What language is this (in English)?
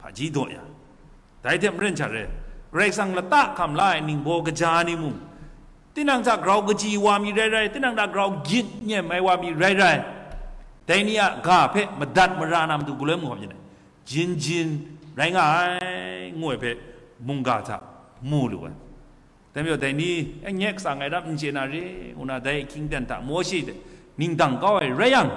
Kachin